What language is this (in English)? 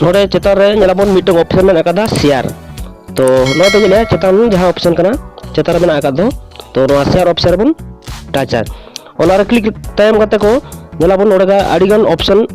Santali